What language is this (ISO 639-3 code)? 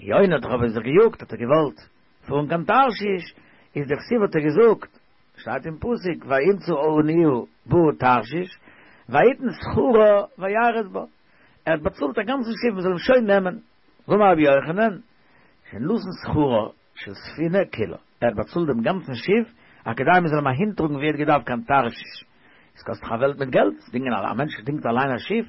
yid